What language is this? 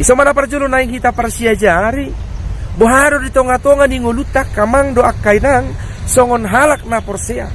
Batak Toba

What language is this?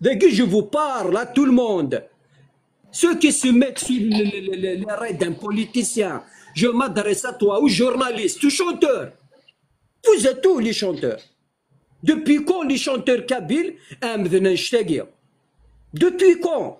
Kabyle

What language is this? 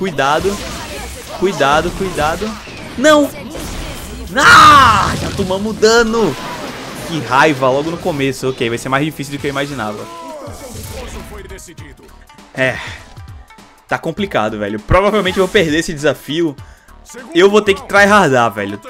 Portuguese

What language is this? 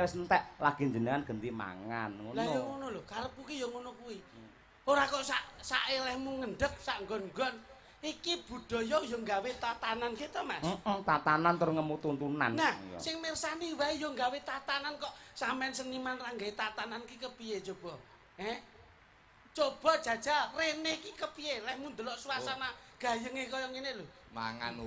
Javanese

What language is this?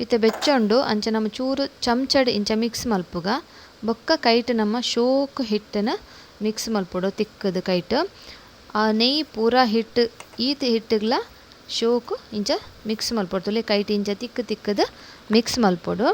Tulu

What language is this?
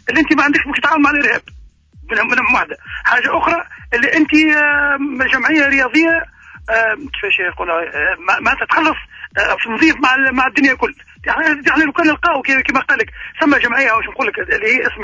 Tunisian Arabic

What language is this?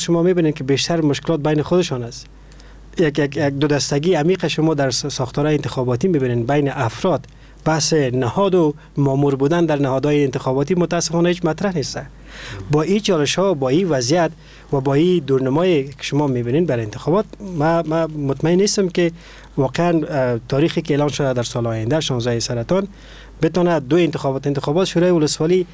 Persian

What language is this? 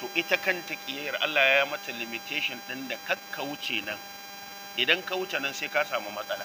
Hausa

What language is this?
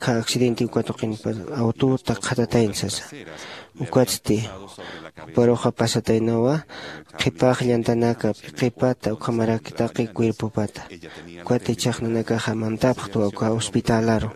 Aymara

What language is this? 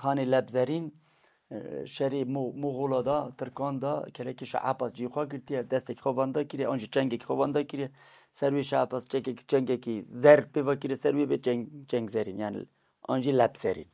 Kurdish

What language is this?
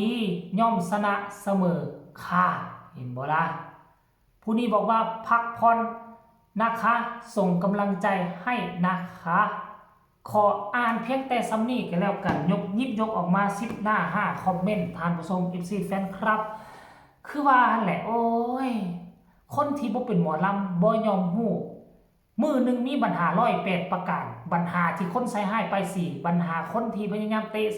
Northeastern Thai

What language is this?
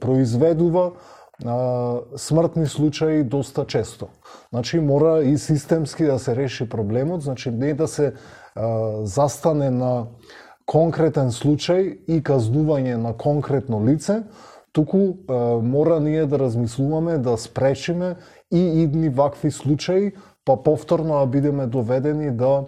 Macedonian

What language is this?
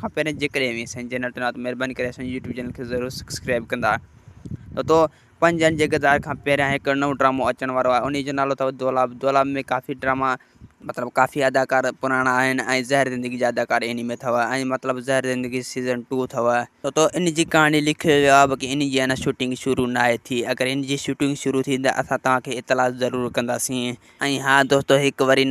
Sindhi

